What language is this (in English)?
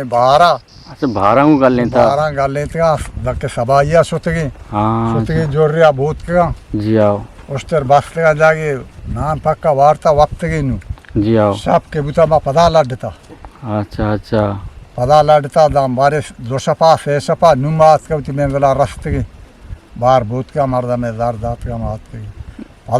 Eastern Balochi